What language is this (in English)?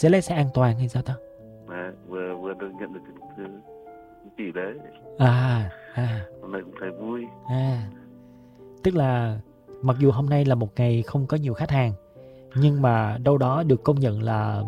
Vietnamese